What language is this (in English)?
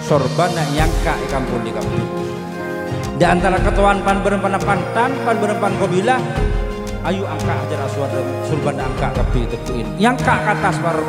Madurese